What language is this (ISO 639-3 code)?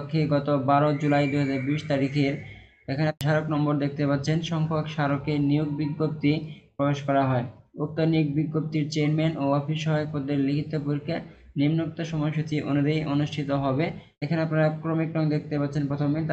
ben